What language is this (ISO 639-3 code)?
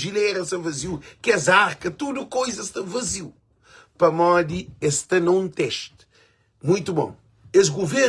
kea